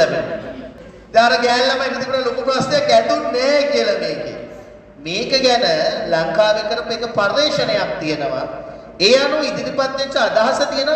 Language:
Sinhala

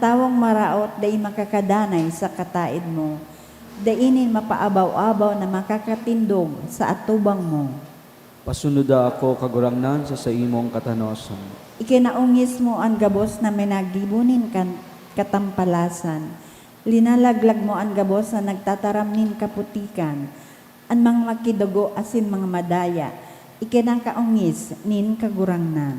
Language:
Bikol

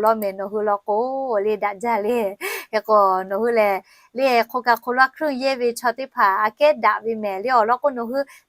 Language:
Lahu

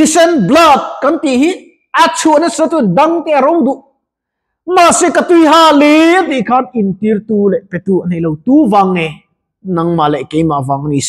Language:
Mizo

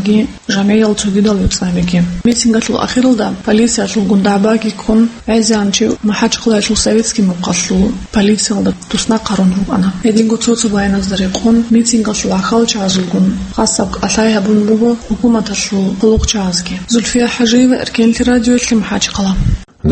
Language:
Avaric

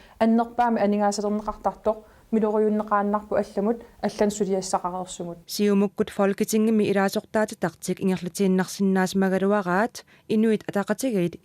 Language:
Kalaallisut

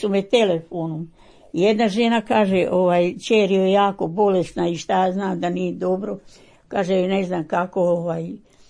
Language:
Croatian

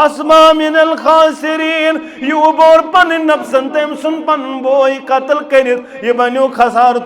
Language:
Kashmiri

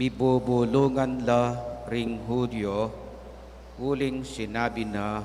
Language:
Pampanga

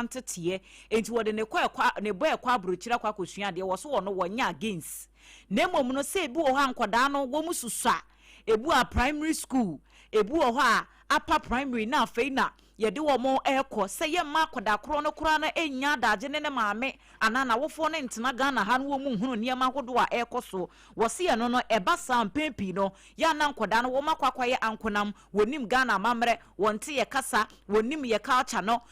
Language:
Akan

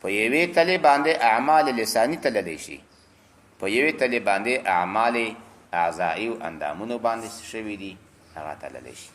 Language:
Pashto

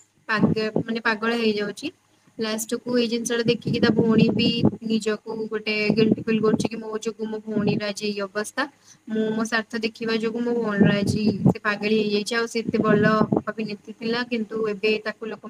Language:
Odia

